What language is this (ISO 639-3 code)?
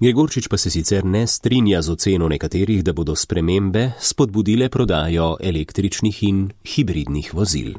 slv